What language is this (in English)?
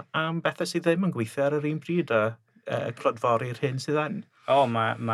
Welsh